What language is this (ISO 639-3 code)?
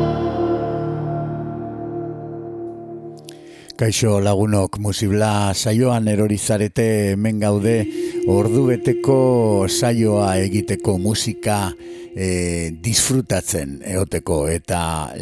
eus